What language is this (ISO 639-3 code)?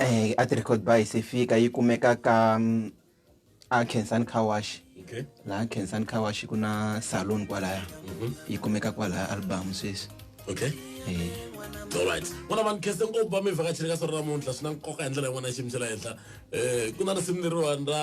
tso